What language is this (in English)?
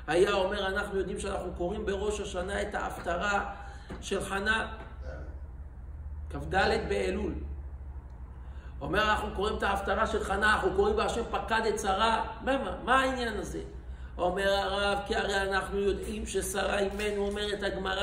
Hebrew